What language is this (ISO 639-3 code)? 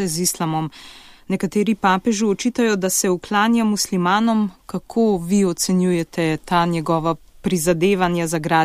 slv